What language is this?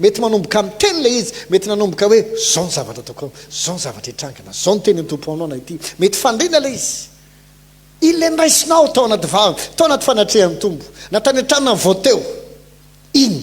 Malagasy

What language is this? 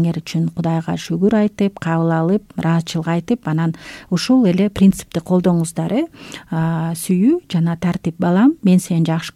Kyrgyz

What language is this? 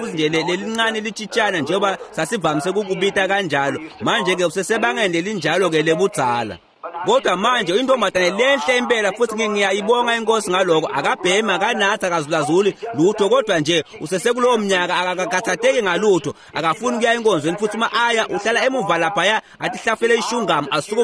Swati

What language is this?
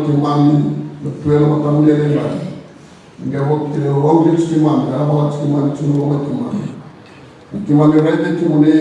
Fijian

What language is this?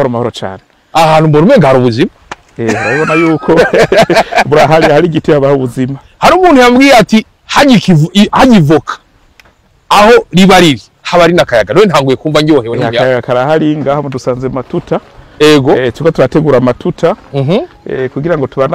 Rundi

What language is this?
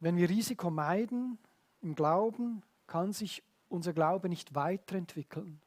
Swiss German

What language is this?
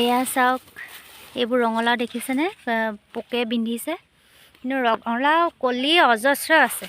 Assamese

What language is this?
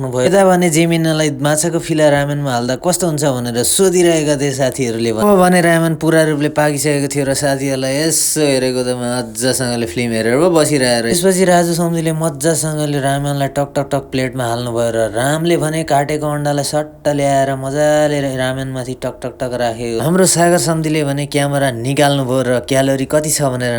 Nepali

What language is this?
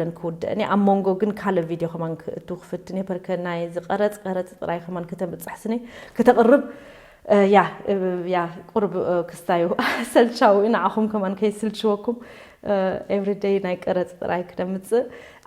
Tigrinya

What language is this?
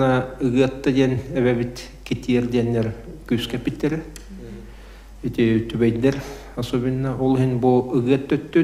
Yakut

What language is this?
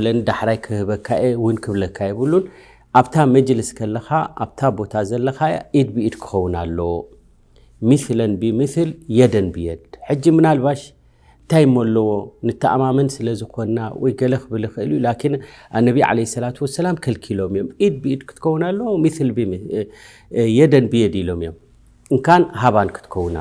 Tigrinya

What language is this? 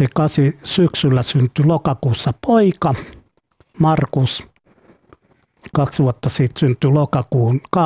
Finnish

